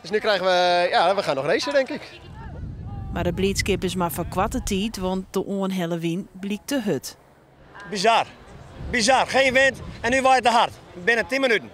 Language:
Western Frisian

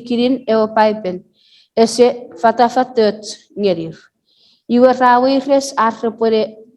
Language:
Chuukese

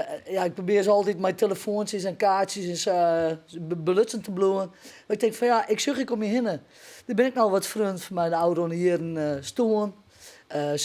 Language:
Western Frisian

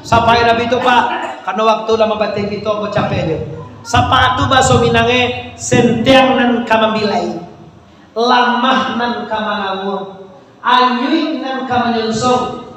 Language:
Minangkabau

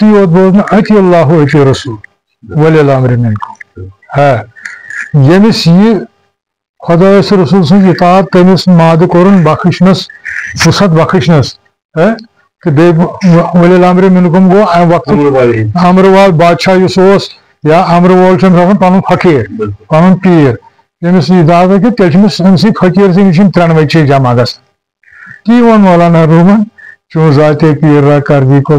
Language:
Kashmiri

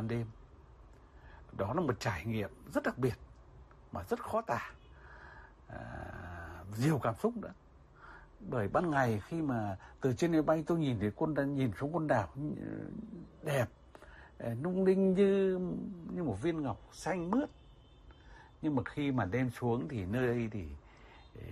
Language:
Vietnamese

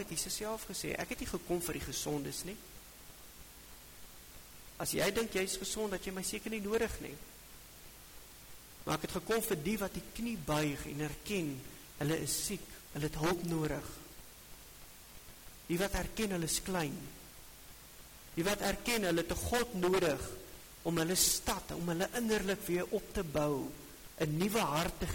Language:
Afrikaans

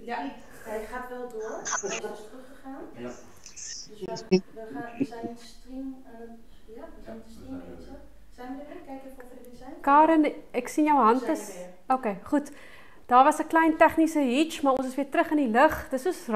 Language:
Afrikaans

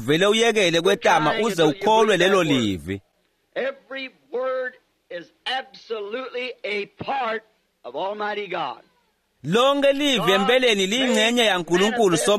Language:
Swati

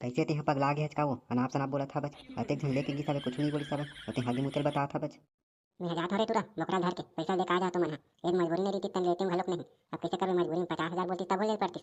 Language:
Chhattisgarhi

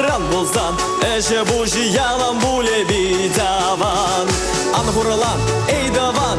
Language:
Chuvash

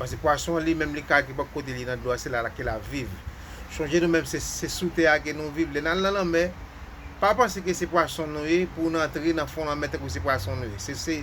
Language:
Haitian Creole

